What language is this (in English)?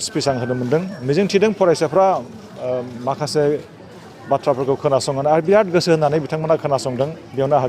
Bodo